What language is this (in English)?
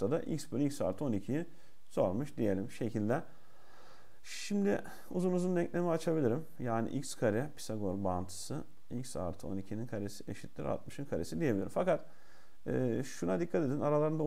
Turkish